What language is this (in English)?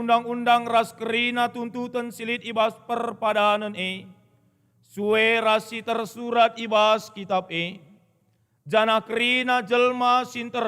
Batak Karo